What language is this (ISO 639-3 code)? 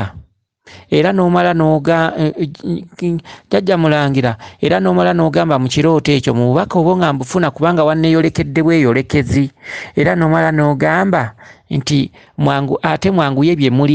lug